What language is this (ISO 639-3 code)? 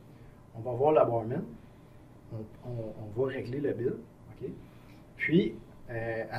fra